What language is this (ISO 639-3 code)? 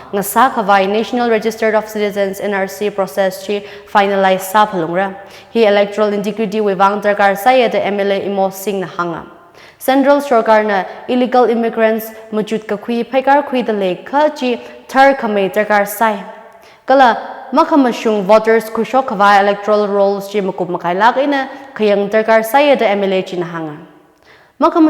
nmf